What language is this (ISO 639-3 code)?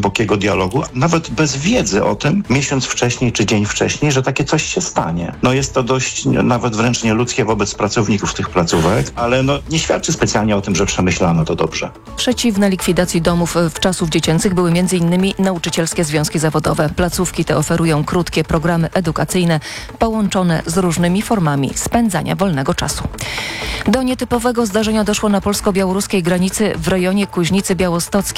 pol